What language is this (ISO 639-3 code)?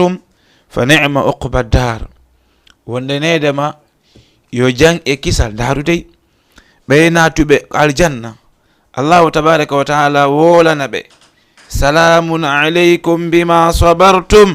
ful